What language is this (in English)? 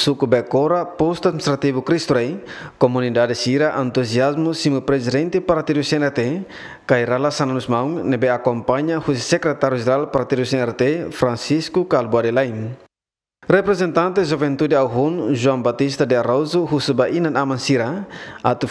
Tetum